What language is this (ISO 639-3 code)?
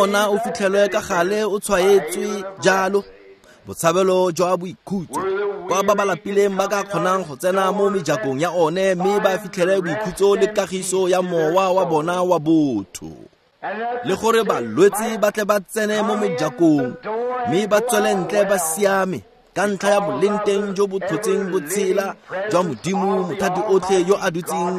tsn